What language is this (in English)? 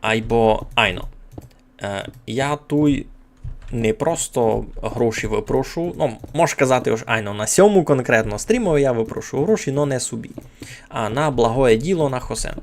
Rusyn